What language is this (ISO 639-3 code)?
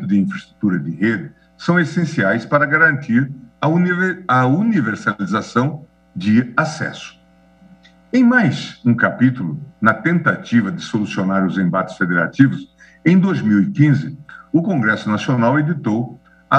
por